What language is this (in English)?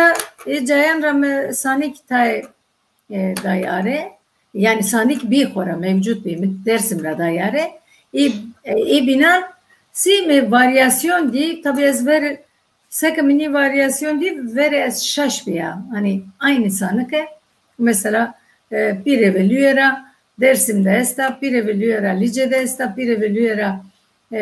Zaza